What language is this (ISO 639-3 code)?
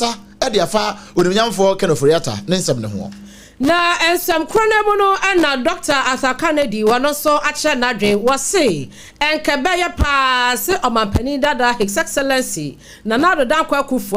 aka